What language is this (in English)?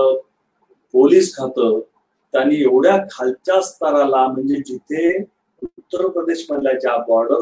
Marathi